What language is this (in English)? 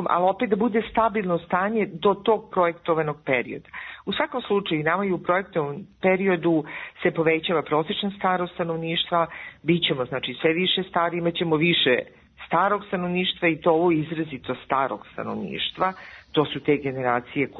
Serbian